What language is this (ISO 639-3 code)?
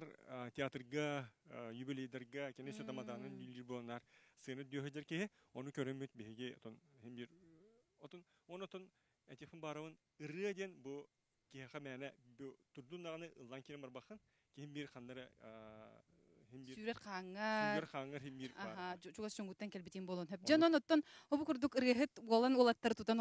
sah